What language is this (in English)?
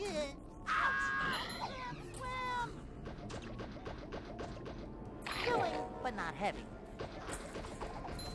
English